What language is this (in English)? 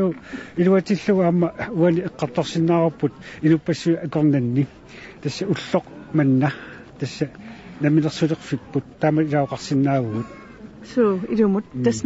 Kalaallisut